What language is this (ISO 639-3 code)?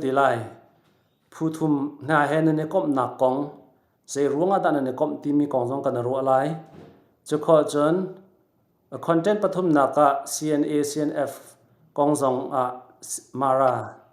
cnh